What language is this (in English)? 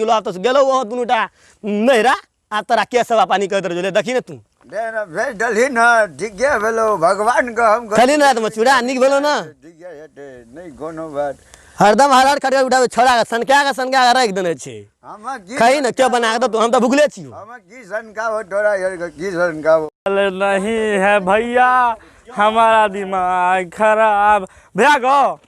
Maithili